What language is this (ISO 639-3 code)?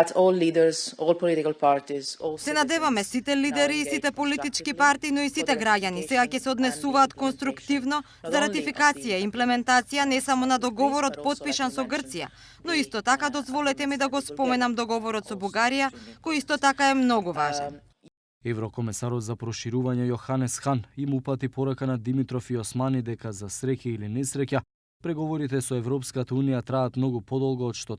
mkd